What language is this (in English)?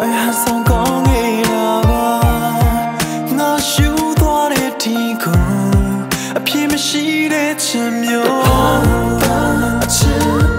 Burmese